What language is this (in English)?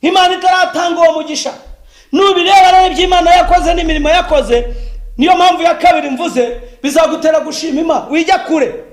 Kinyarwanda